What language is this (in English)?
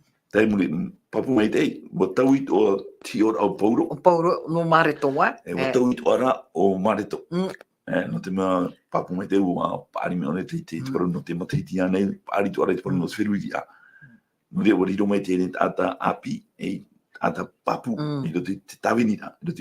Tahitian